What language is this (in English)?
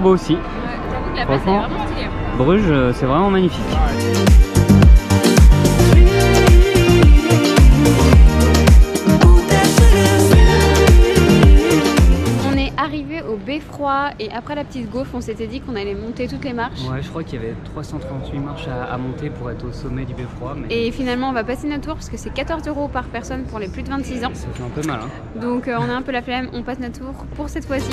French